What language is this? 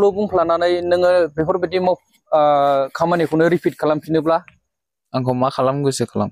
Bodo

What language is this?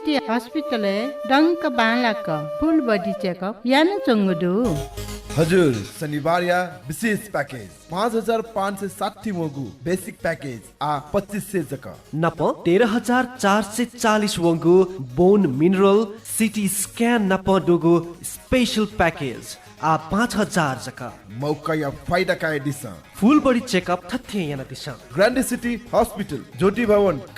Newari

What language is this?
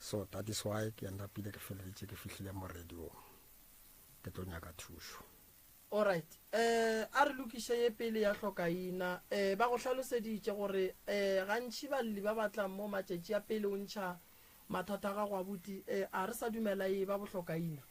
Northern Sotho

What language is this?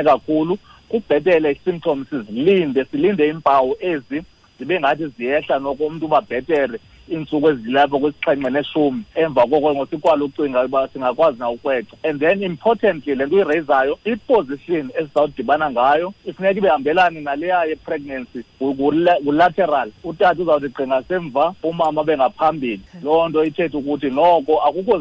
Xhosa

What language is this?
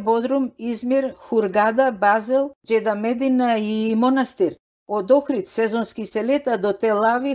Macedonian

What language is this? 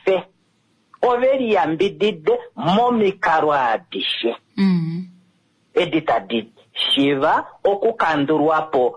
Kuanyama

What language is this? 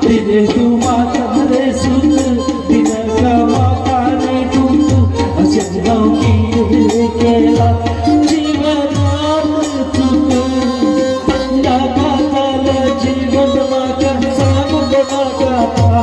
Konkani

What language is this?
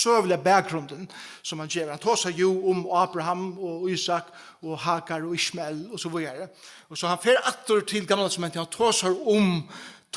Faroese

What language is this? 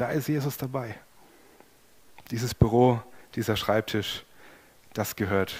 German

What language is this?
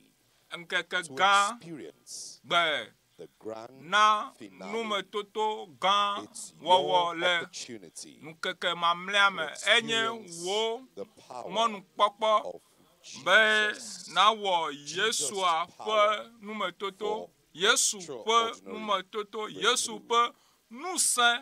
Ewe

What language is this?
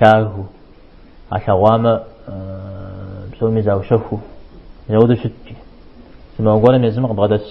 Kabardian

